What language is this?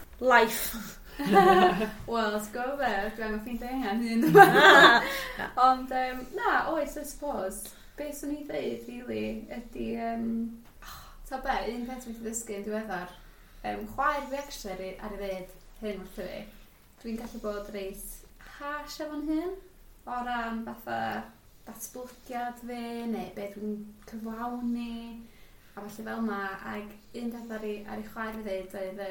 Welsh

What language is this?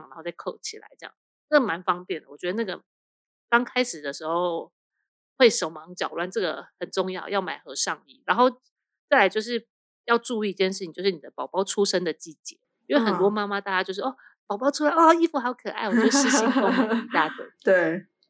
Chinese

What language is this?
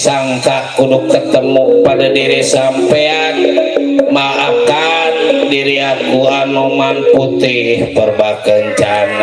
Betawi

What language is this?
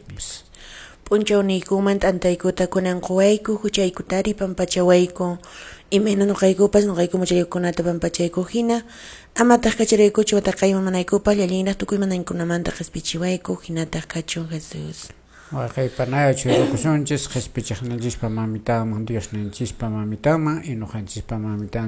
Quechua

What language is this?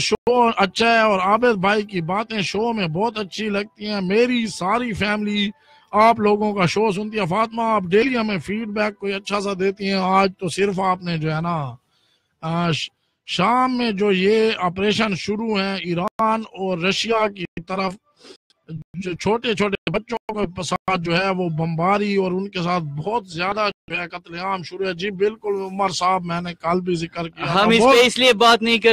Urdu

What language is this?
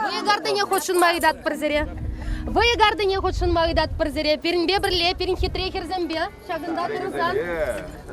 Chuvash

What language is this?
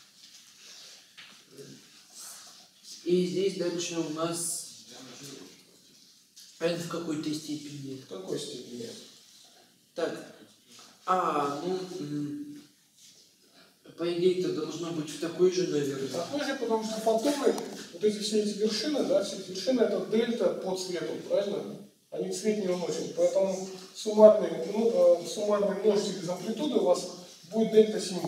Russian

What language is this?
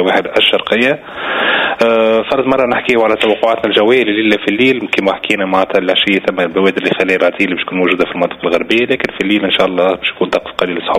Tunisian Arabic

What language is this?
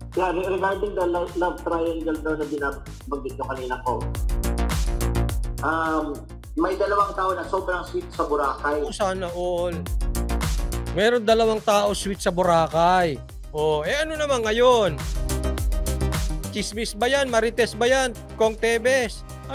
Filipino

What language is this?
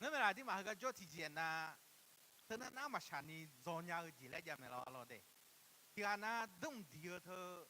Akha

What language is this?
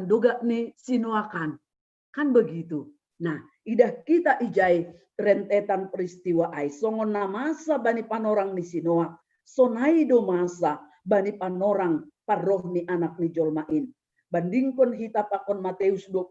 Batak Simalungun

